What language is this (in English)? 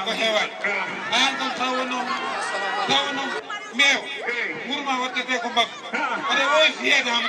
Fula